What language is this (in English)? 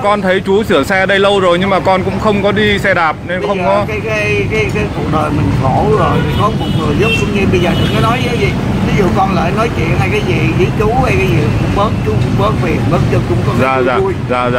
Vietnamese